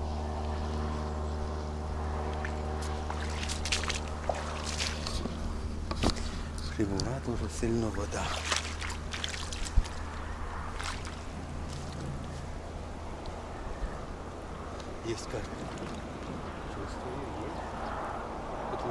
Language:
Ukrainian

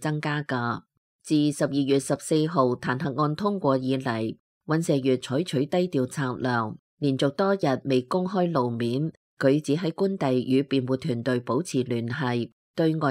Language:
Cantonese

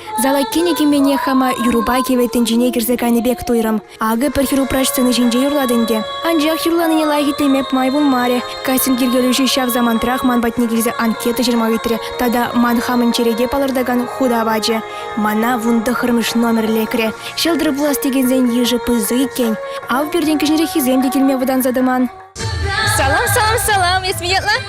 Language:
Chuvash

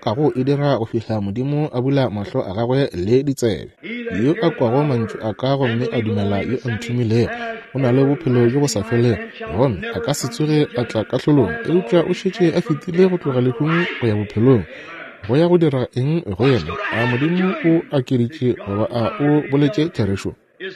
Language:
Northern Sotho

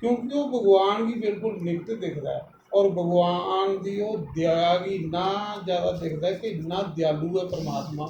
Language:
Dogri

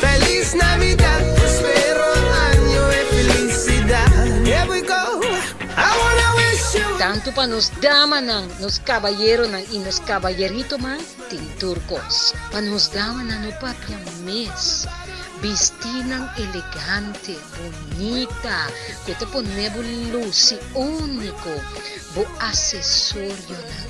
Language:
Papiamento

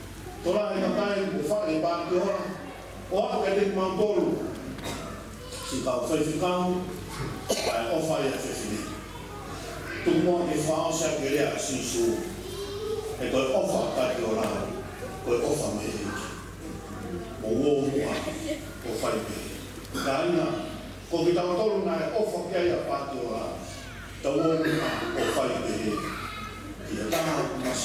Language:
Tongan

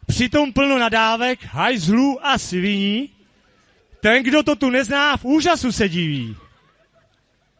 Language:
Czech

